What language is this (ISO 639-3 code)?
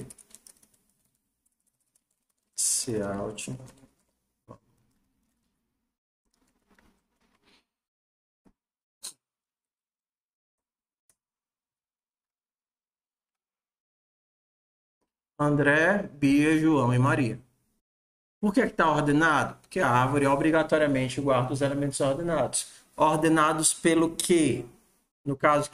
por